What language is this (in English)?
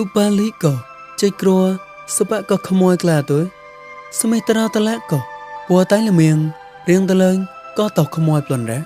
Mon